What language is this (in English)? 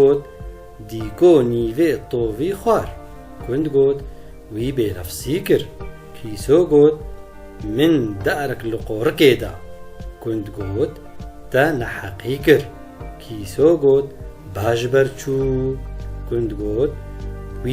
Kurdish